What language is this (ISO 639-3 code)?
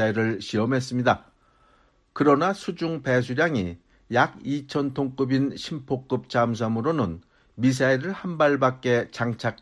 kor